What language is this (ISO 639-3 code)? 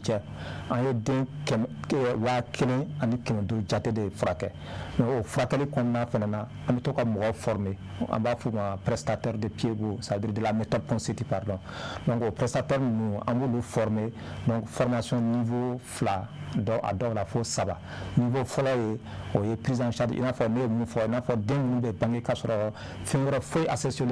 bam